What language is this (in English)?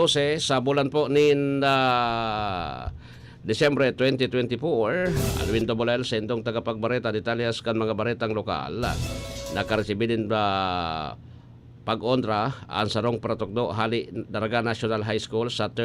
Bikol